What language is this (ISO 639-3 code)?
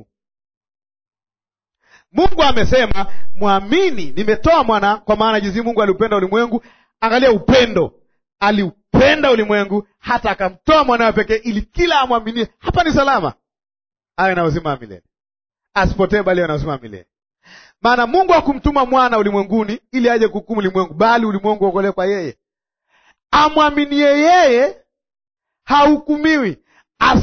swa